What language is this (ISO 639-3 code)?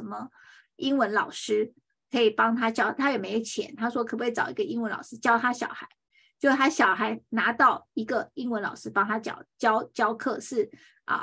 zho